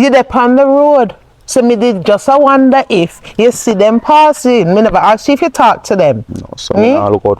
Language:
Jamaican Creole English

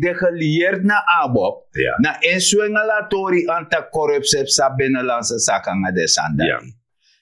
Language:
Sranan Tongo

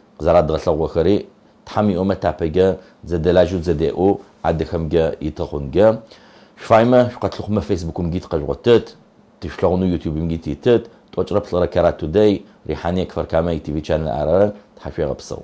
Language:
Adyghe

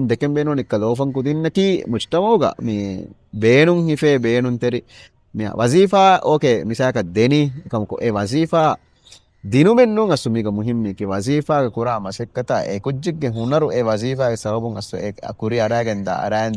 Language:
Divehi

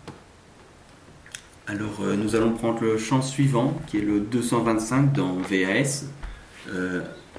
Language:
French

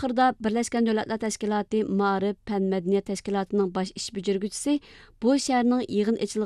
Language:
Uyghur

